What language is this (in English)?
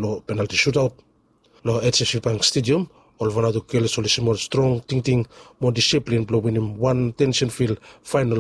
Bislama